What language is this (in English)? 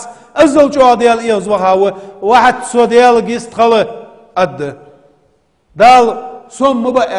Ingush